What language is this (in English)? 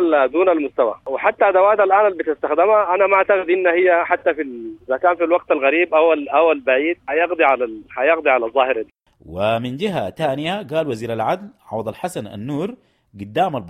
Sudanese Arabic